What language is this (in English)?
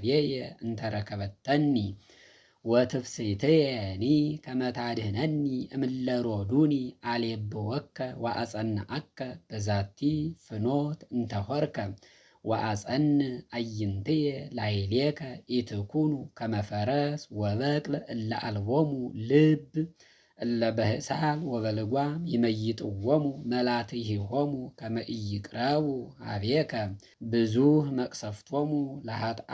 Geez